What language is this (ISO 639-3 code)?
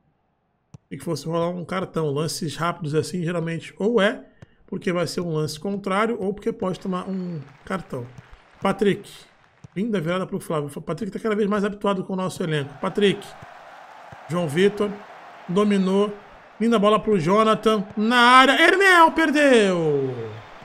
por